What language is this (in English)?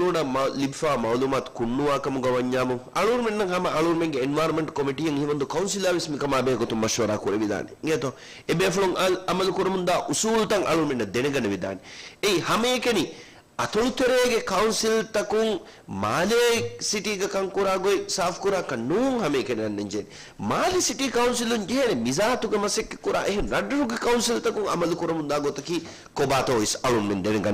Divehi